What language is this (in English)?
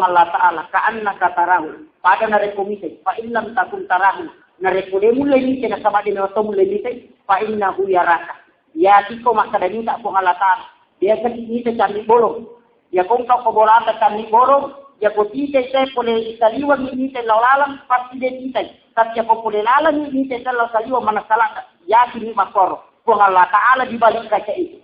Buginese